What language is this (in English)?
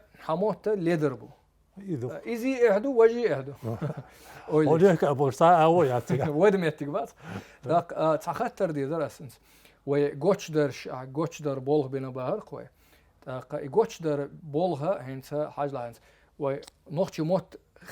Chechen